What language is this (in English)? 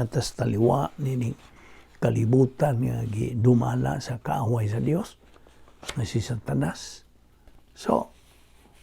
Cebuano